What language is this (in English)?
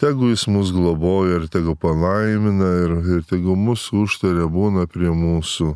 Lithuanian